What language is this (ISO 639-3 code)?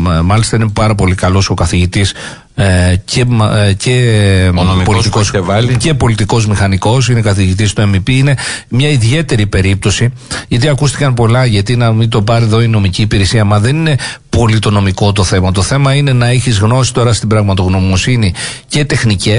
ell